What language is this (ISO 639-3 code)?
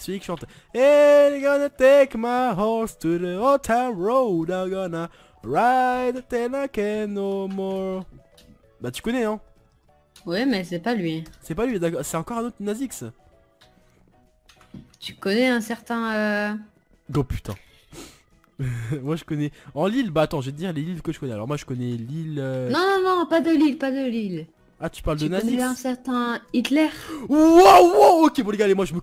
fra